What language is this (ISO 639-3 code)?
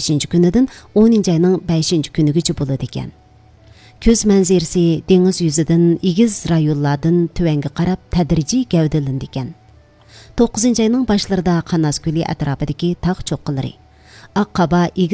uig